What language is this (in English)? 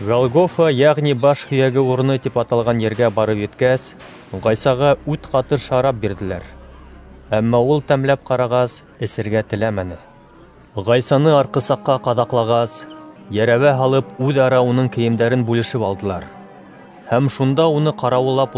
Bashkir